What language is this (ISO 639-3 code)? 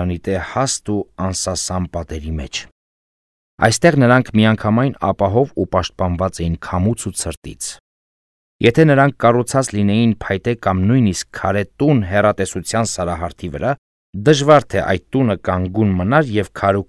hye